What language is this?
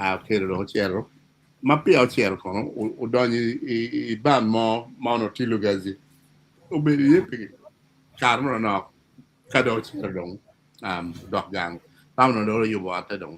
Acoli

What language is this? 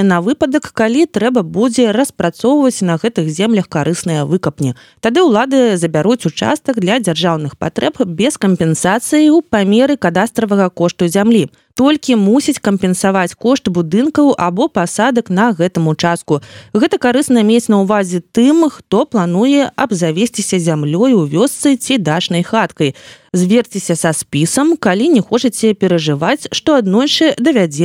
Belarusian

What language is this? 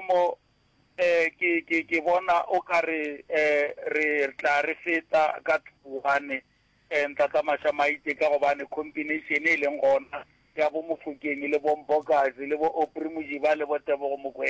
Northern Sotho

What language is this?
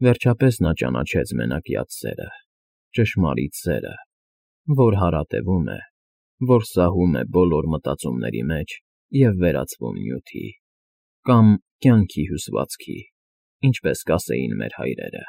Armenian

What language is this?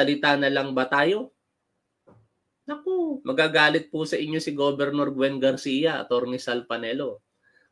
Filipino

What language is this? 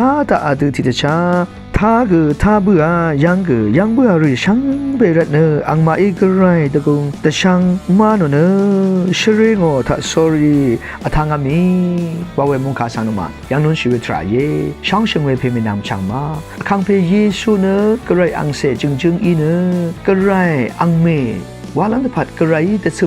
Rawang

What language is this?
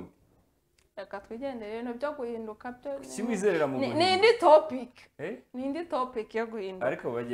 Kinyarwanda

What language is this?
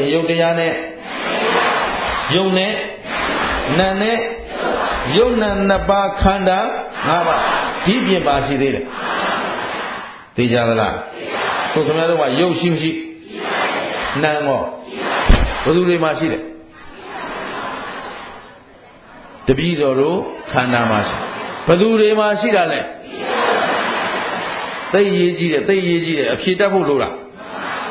Burmese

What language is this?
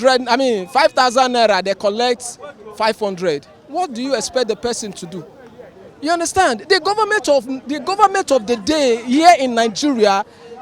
Nigerian Pidgin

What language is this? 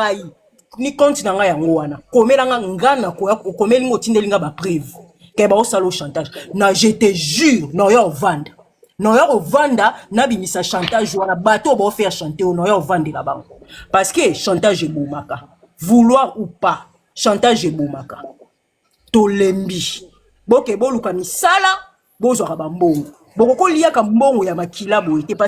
Lingala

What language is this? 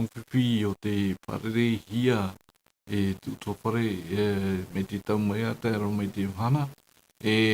Tahitian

